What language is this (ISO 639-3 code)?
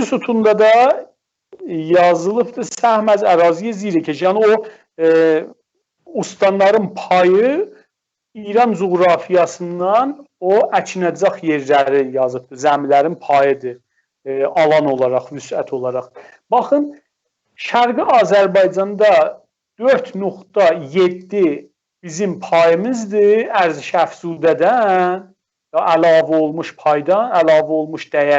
azb